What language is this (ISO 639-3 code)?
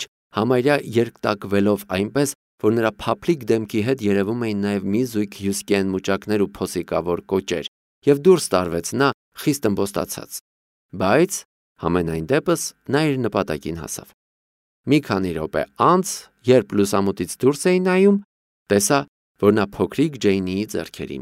hye